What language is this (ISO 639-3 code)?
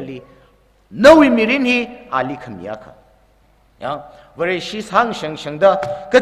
nmf